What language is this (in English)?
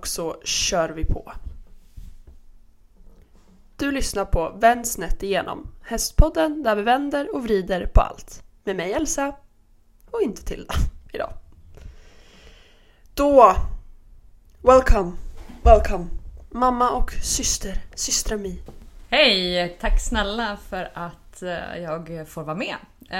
Swedish